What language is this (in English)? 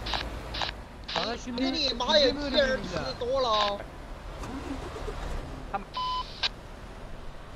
Turkish